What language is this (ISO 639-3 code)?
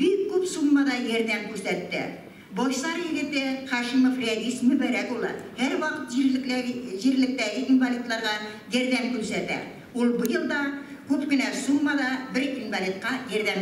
tat